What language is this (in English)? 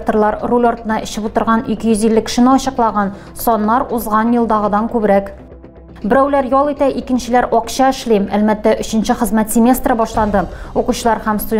Tatar